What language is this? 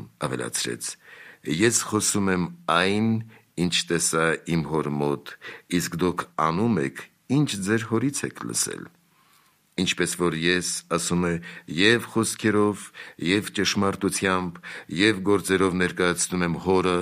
Armenian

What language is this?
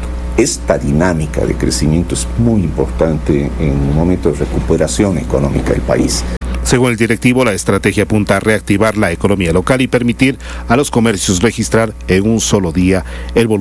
Spanish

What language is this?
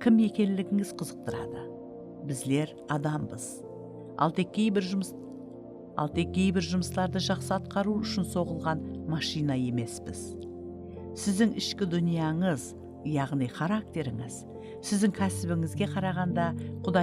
Kara-Kalpak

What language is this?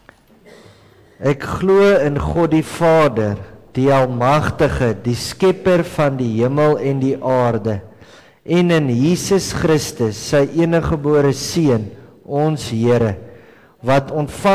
Afrikaans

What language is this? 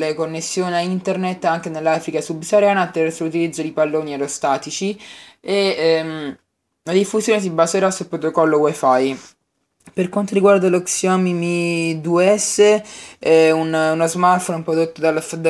Italian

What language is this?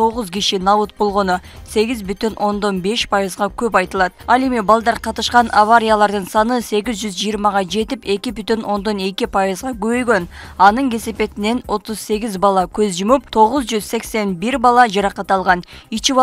Kyrgyz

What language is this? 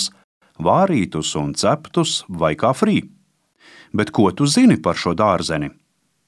Latvian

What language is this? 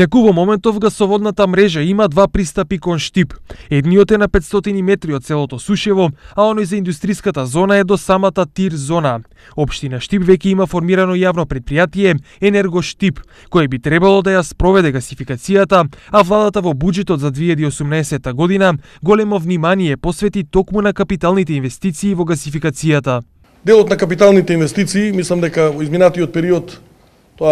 Macedonian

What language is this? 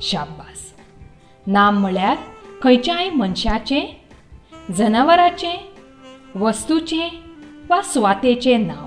Konkani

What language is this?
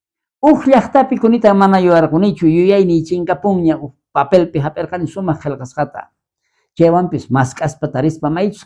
South Bolivian Quechua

